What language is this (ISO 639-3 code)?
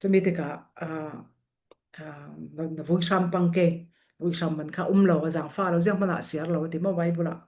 cfm